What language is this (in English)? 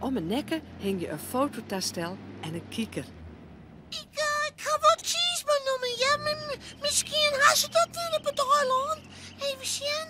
Western Frisian